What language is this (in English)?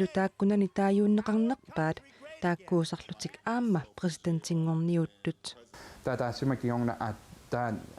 Kalaallisut